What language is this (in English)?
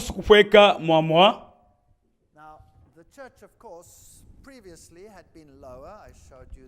Luba-Lulua